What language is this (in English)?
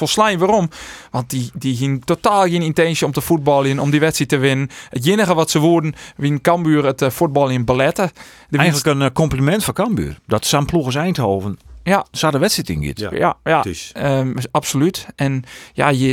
Western Frisian